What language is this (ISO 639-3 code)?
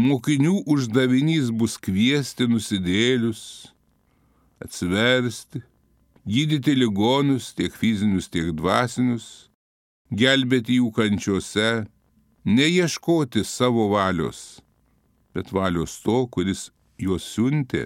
lit